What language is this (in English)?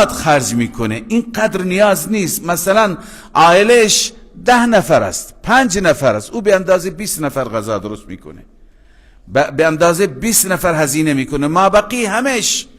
Persian